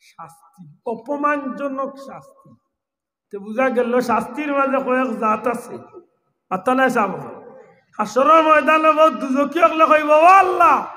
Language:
Sylheti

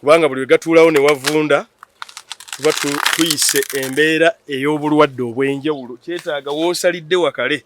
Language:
Ganda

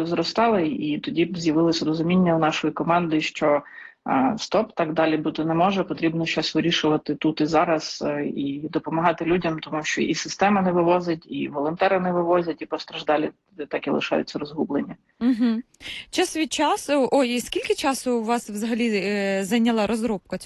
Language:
Ukrainian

